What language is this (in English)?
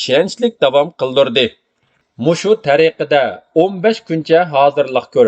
Uyghur